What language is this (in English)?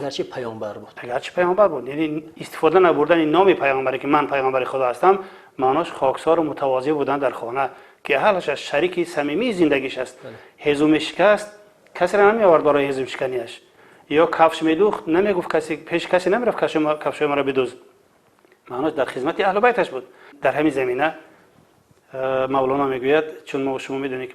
Tajik